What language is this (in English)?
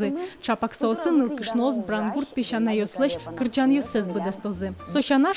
Udmurt